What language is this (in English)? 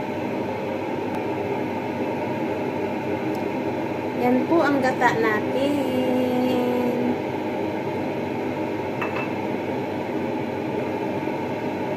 Filipino